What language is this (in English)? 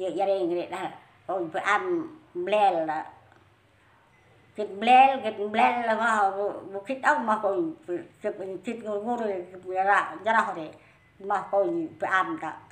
Central Mnong